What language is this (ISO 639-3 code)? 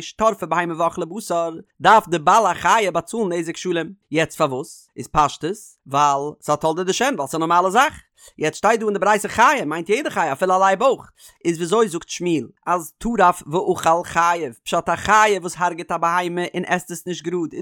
yid